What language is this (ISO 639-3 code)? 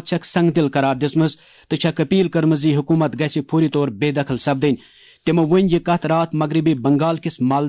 kas